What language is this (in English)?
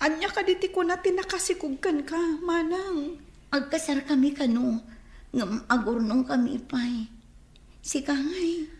Iloko